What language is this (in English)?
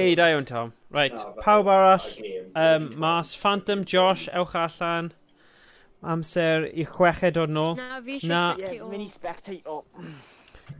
Welsh